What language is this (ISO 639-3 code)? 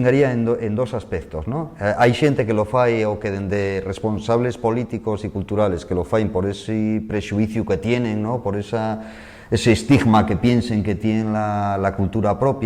ast